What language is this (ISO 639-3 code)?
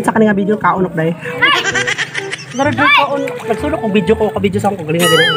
ceb